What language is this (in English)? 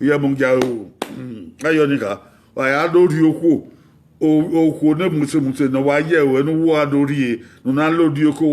Bini